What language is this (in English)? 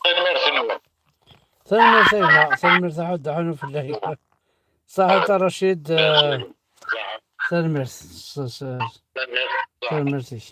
Kabyle